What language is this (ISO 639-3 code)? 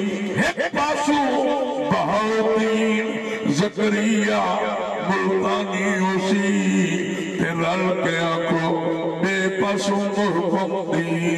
skr